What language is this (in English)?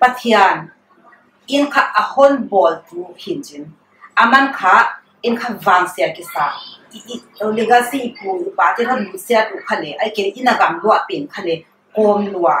Paite Chin